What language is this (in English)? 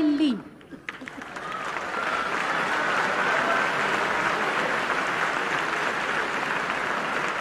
Italian